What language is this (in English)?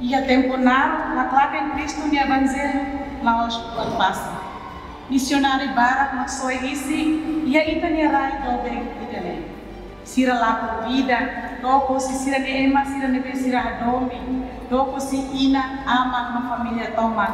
Tetum